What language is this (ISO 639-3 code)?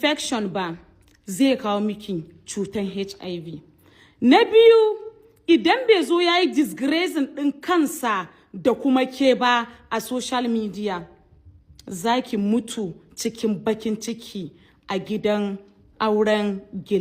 hau